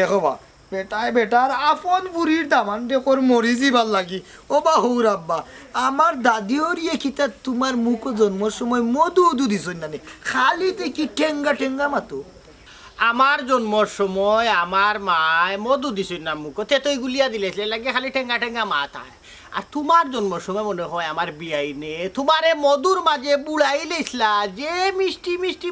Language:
Sylheti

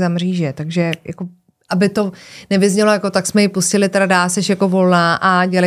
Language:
Czech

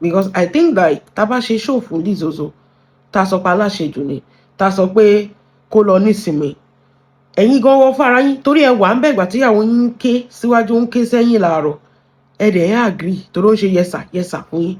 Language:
Yoruba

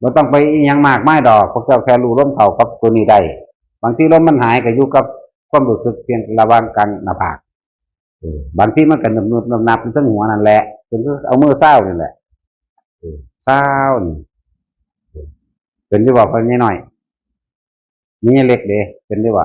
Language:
Northeastern Thai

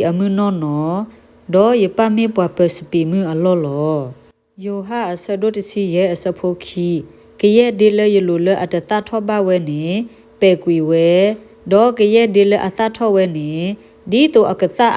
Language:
S'gaw Karen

